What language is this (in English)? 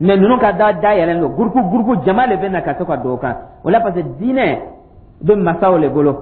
Dyula